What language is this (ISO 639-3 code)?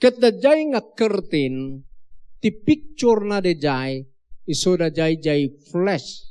ilo